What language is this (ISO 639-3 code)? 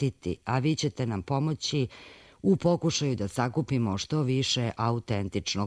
srp